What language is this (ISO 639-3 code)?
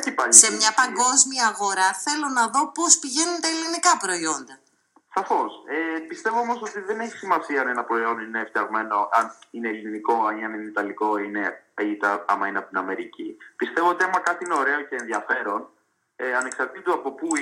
ell